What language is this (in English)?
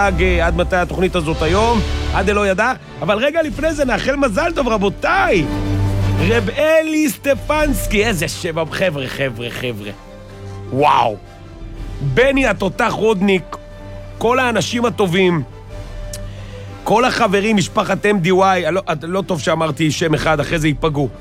Hebrew